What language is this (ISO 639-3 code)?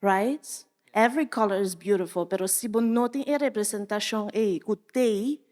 pap